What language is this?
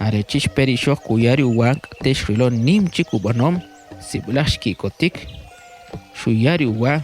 Kʼicheʼ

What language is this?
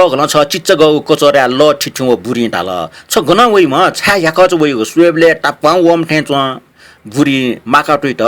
Newari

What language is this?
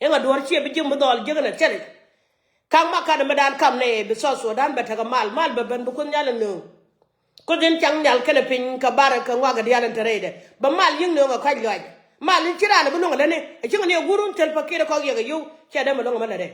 Nuer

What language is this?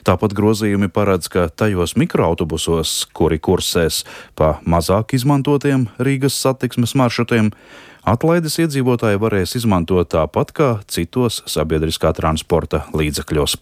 Latvian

